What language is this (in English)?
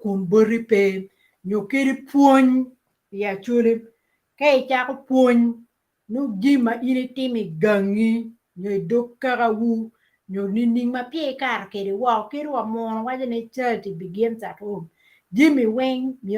Acoli